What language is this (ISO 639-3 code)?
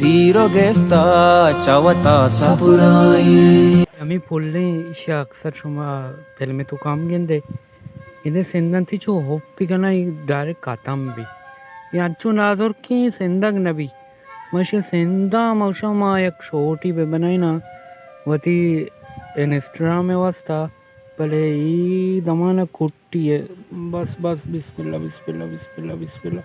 bal